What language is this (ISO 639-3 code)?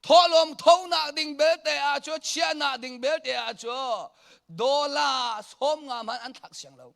cnh